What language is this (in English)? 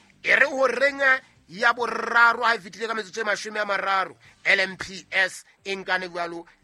Southern Sotho